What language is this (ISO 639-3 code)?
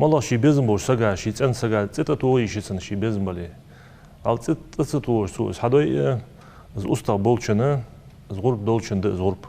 inh